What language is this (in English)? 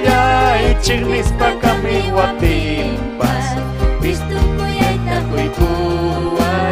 Ayacucho Quechua